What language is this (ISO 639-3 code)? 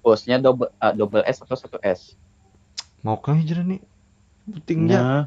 bjn